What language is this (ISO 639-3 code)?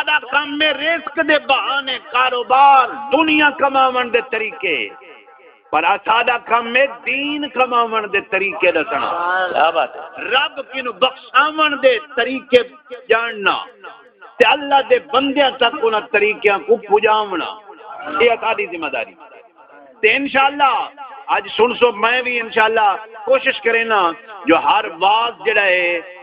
skr